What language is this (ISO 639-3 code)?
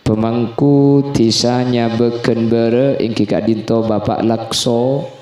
mad